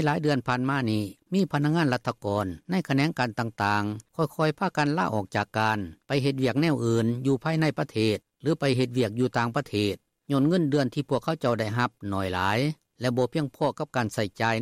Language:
Lao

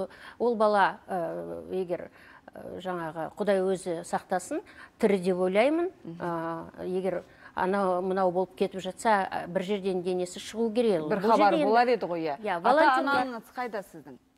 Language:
Kazakh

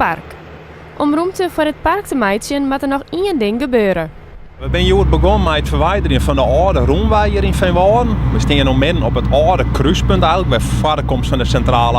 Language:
Western Frisian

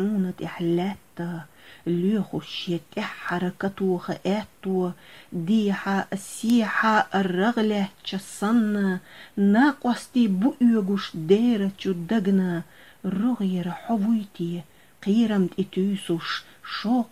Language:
Chechen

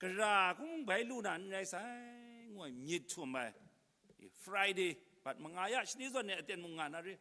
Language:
Kachin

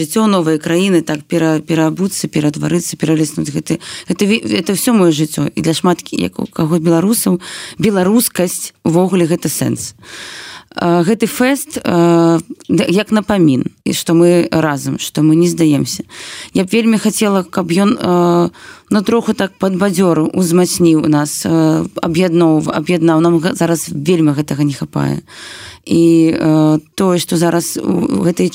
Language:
Belarusian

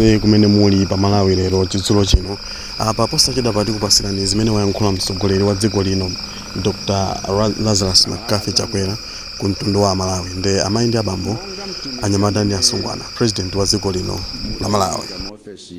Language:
Nyanja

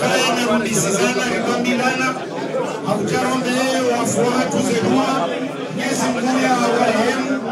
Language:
Swahili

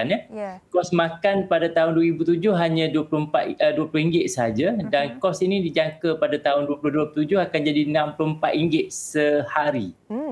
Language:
Malay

